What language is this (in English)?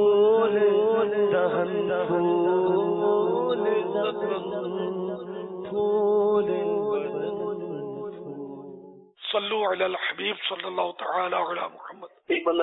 Urdu